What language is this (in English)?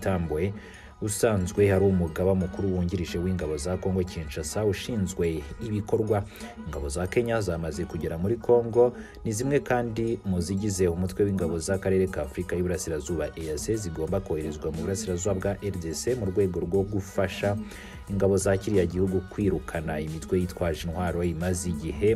Kinyarwanda